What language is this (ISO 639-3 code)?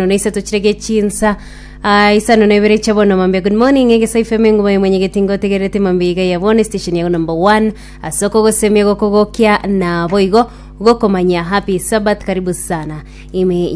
guz